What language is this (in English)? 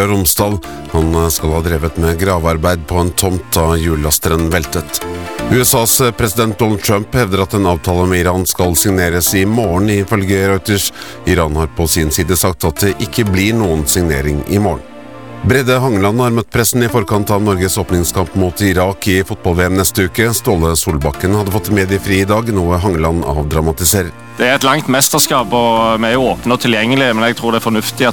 Norwegian